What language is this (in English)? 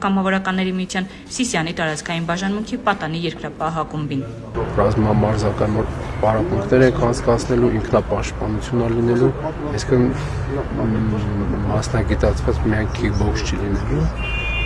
Armenian